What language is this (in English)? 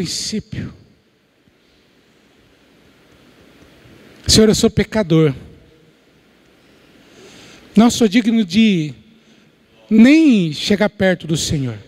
Portuguese